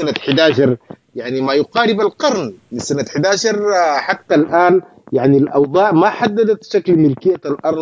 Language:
Sudanese Arabic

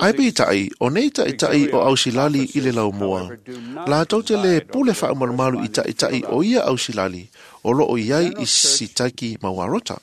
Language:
Samoan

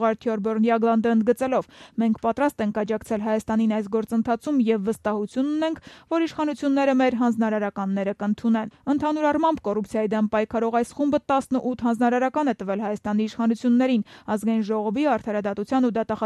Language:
Armenian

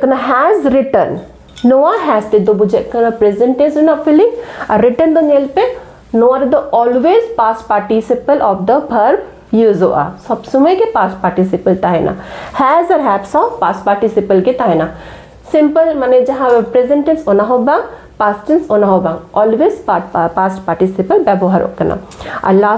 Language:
Santali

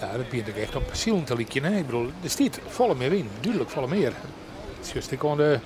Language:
Western Frisian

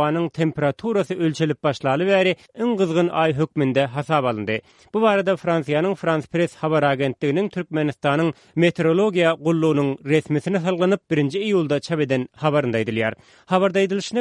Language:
Turkmen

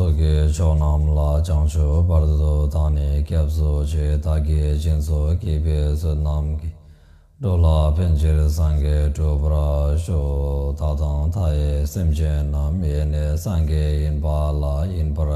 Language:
Tibetan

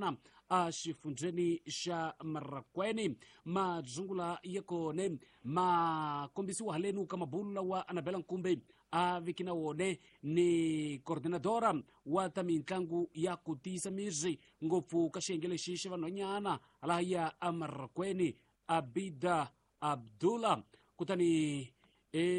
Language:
Tsonga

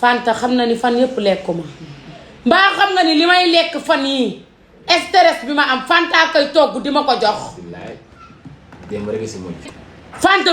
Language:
Wolof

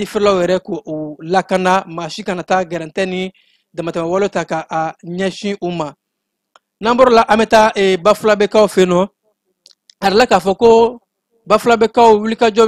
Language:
Bambara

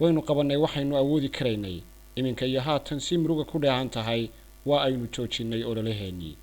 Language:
Somali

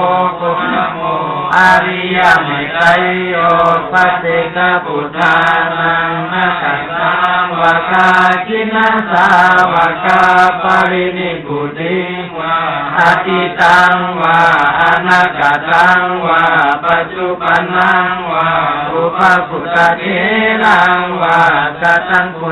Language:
Pali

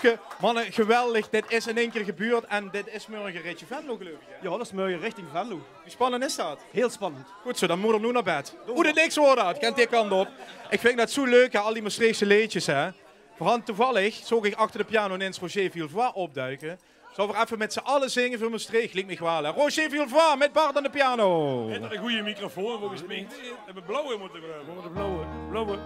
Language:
Limburgish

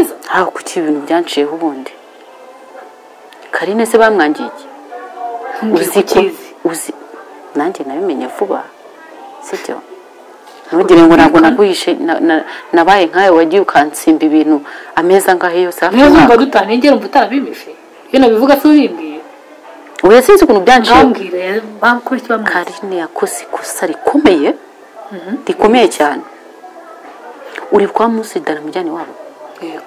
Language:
Kinyarwanda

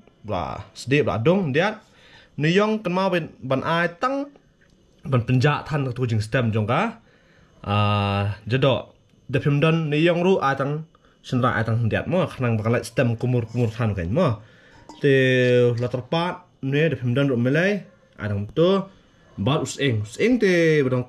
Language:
Khasi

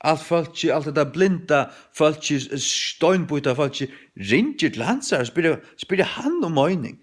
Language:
Faroese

